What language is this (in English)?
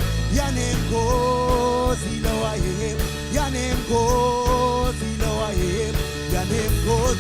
Marshallese